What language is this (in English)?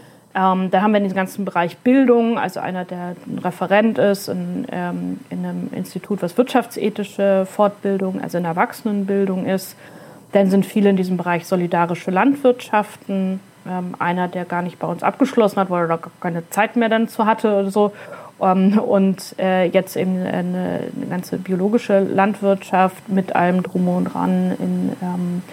German